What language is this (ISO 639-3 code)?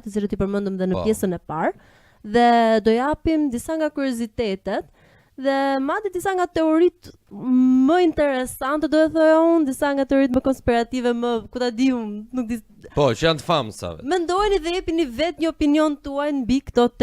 sqi